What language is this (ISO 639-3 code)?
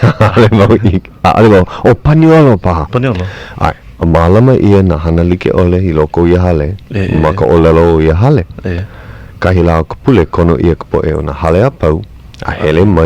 haw